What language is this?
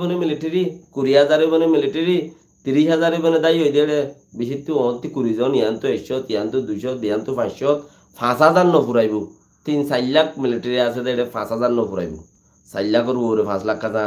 Rohingya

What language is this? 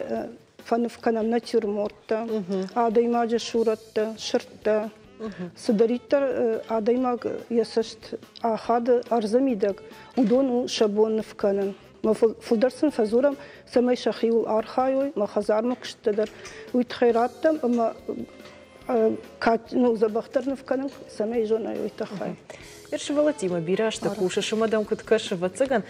Ossetic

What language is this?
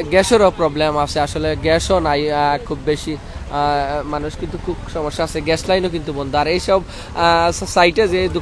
Sylheti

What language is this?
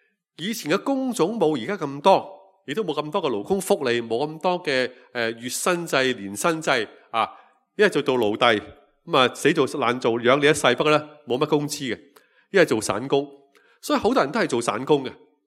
Cantonese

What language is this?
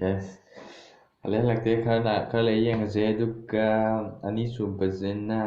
Manipuri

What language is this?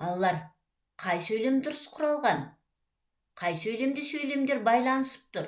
Kazakh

